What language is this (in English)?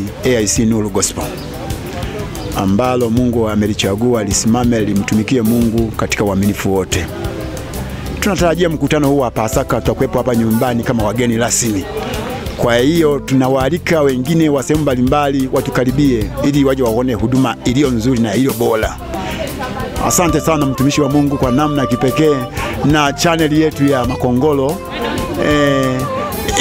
Swahili